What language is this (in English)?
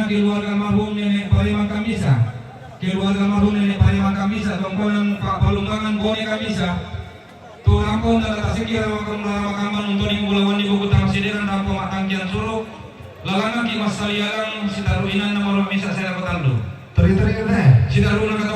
Toraja-Sa'dan